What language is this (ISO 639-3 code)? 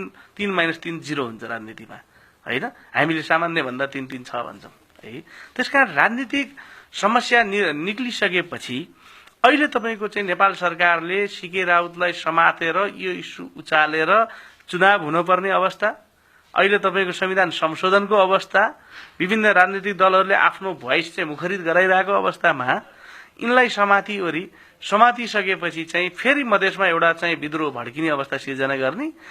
nep